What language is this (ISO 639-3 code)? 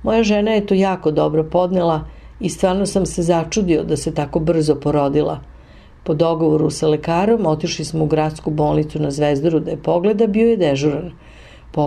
srp